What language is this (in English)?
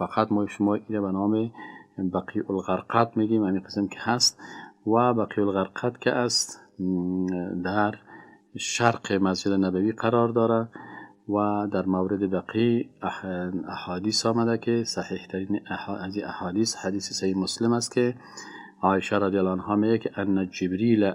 Persian